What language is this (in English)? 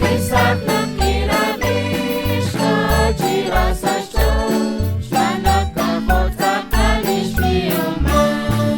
Kekchí